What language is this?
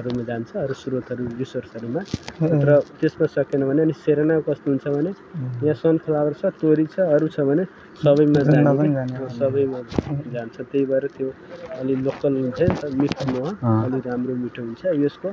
Nepali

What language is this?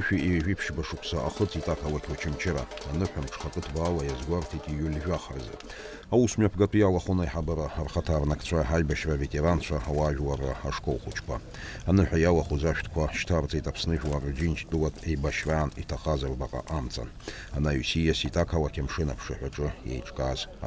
Abkhazian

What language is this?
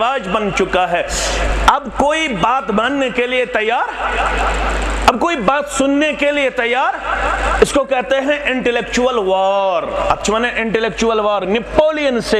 Kashmiri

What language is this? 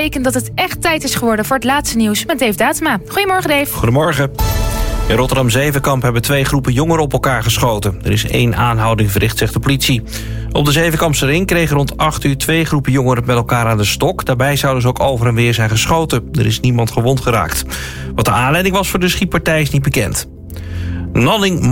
Dutch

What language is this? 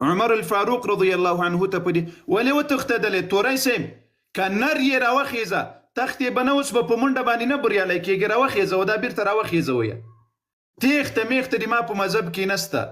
Pashto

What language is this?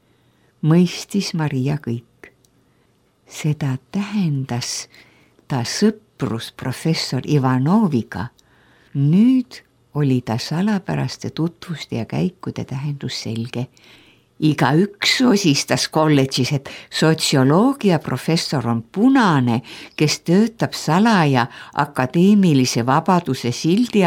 Estonian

